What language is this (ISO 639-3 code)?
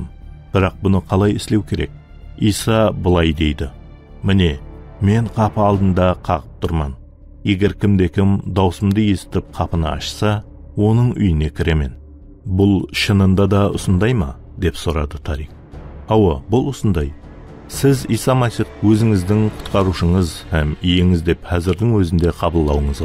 kaa